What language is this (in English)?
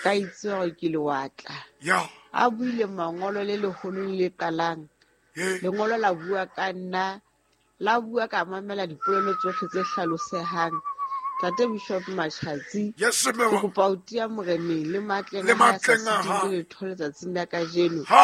Southern Sotho